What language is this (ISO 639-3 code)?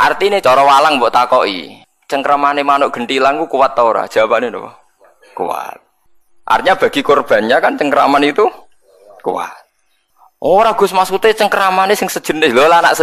jav